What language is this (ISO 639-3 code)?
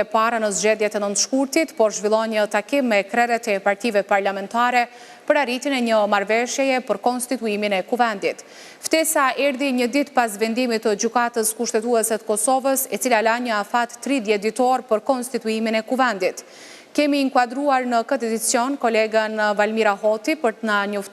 sqi